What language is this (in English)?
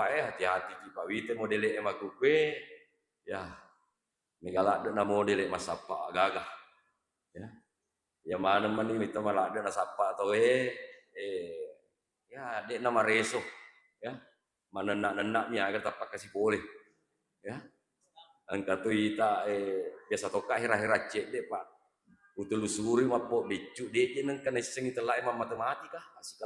Buginese